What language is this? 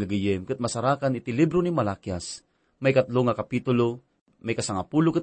Iloko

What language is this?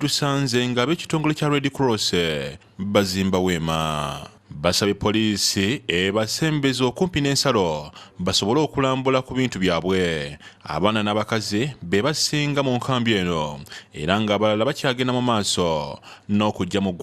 Ganda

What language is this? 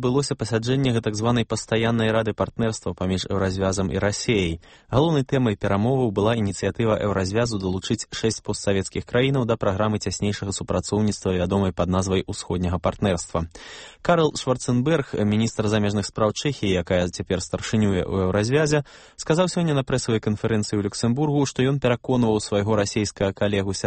Belarusian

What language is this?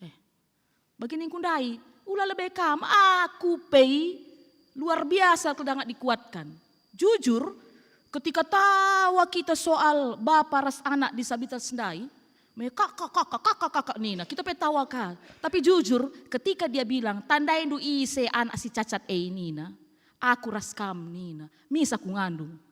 Batak Karo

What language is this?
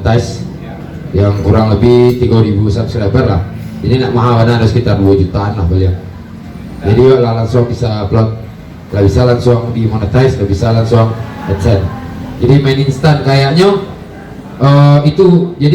Minangkabau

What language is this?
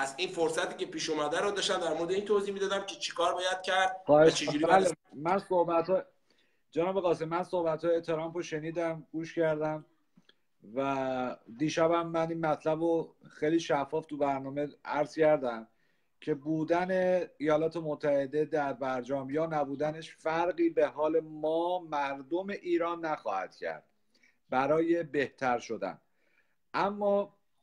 Persian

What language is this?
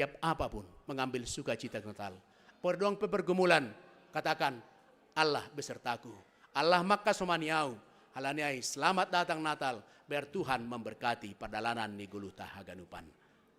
Batak Simalungun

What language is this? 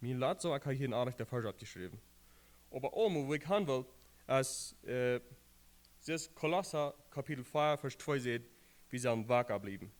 Plautdietsch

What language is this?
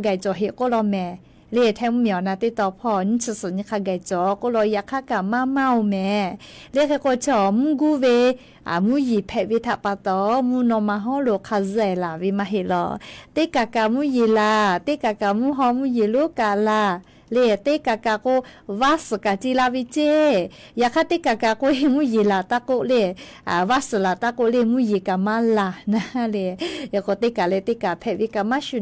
Lahu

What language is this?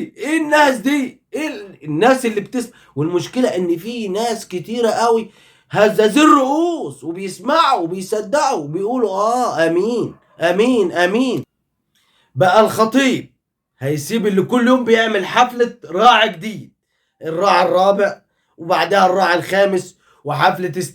Egyptian Arabic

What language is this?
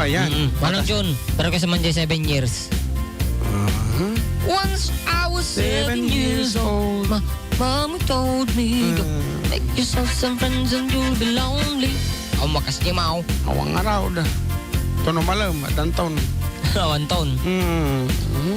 Iloko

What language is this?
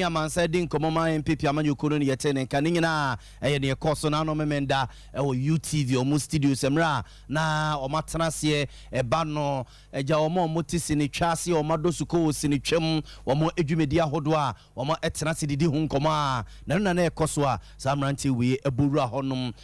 Akan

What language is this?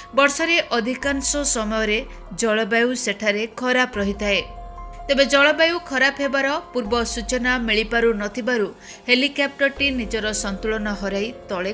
Odia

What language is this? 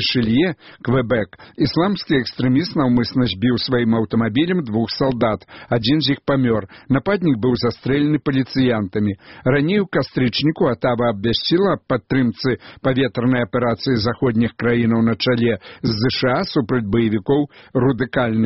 Belarusian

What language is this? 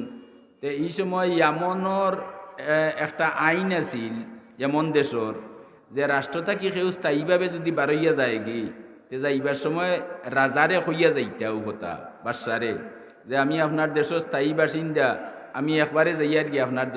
Sylheti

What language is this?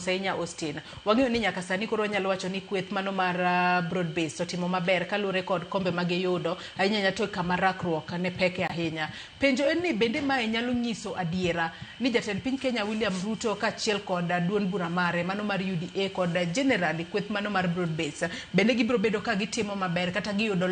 Luo (Kenya and Tanzania)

